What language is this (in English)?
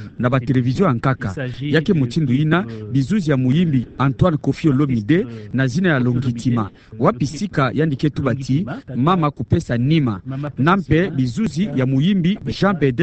Kituba (Democratic Republic of Congo)